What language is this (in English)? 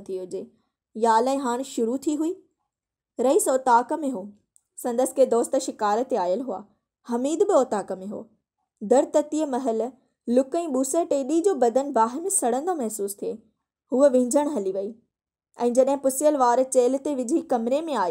Sindhi